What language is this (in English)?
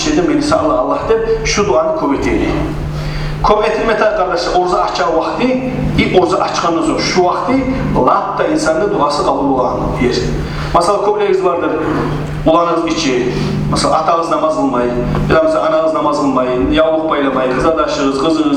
Kumyk